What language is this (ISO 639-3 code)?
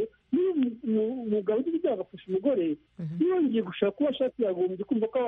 kin